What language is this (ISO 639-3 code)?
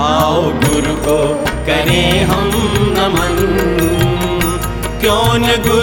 hin